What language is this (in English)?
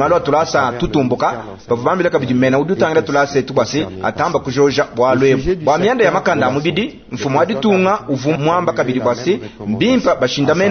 Luba-Lulua